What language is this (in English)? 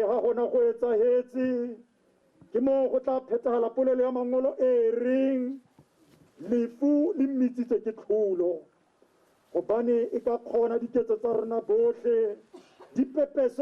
Tswana